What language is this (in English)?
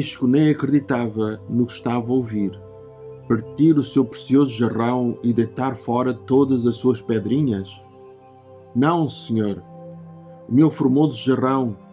Portuguese